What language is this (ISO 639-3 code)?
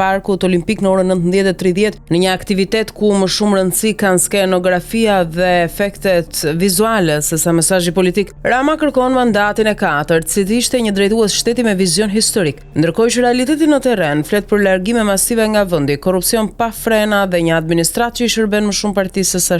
sqi